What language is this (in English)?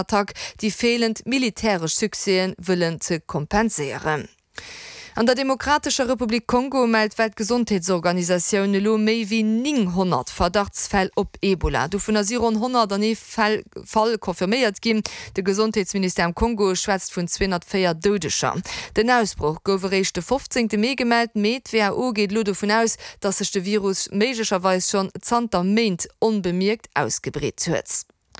Luxembourgish